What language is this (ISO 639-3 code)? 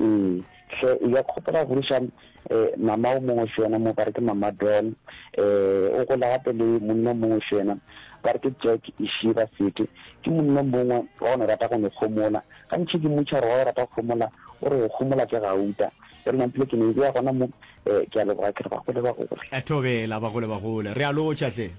nso